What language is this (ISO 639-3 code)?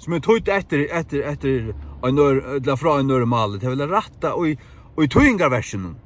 fao